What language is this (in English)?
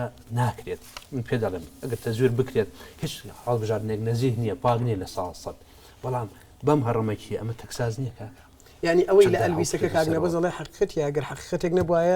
Central Kurdish